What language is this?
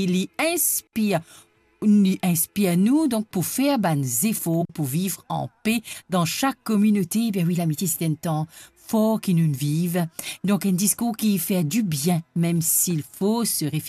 Morisyen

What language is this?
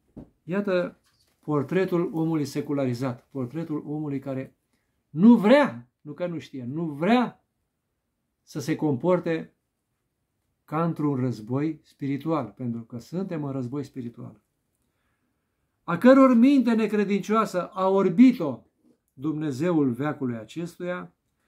Romanian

